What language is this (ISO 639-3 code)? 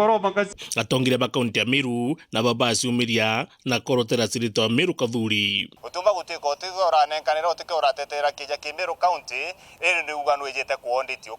mer